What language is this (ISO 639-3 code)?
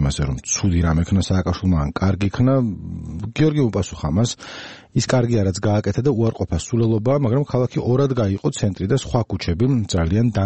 kat